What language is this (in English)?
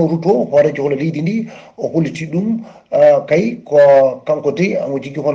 Fula